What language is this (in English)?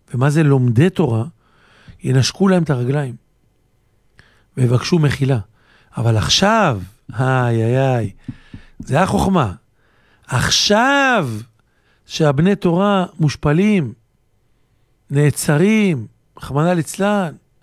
Hebrew